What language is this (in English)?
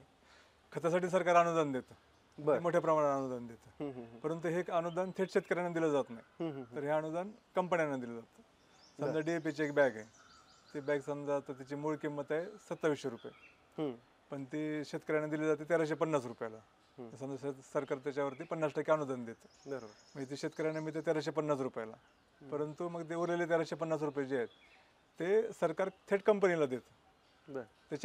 Marathi